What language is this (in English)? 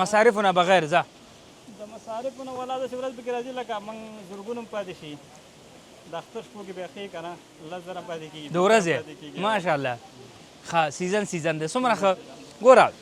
Pashto